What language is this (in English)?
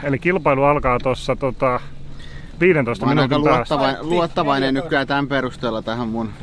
Finnish